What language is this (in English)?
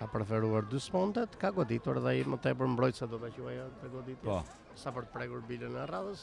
Albanian